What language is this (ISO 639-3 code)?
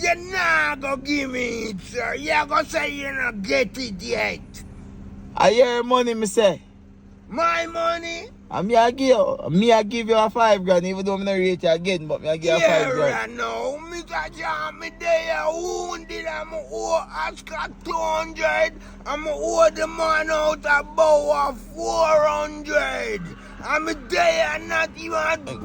jam